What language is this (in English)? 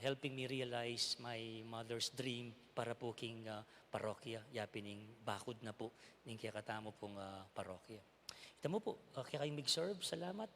Pampanga